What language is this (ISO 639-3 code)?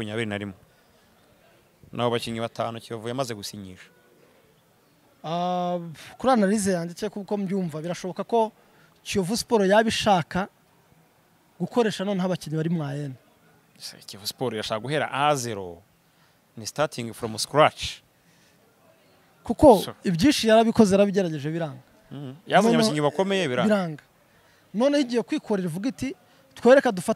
kin